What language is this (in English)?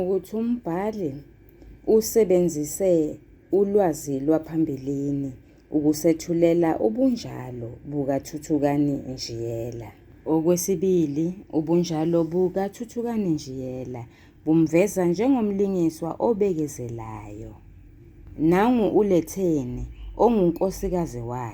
Zulu